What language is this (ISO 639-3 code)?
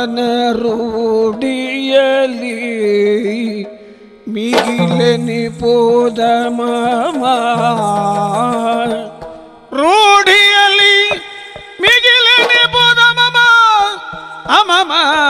kan